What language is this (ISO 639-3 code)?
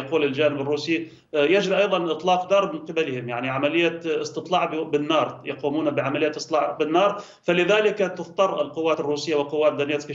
ara